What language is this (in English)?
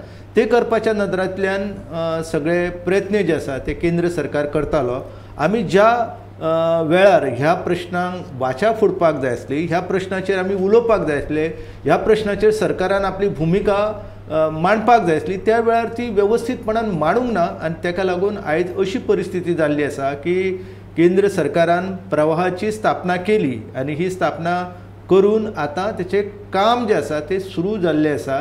Konkani